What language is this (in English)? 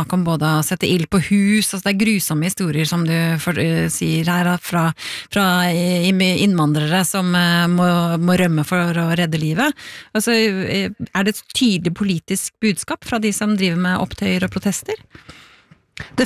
Norwegian